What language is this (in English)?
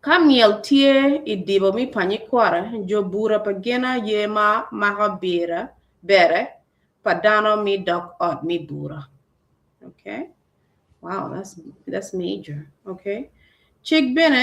Acoli